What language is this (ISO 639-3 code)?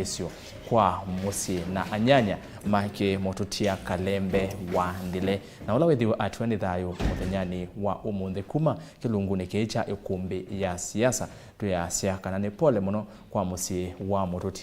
kam